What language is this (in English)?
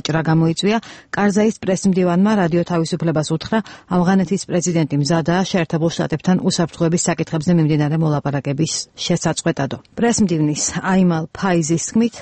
Georgian